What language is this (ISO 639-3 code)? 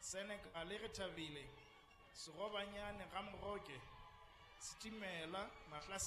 sot